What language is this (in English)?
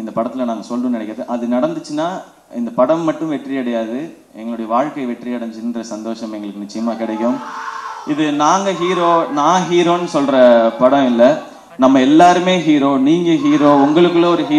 Tamil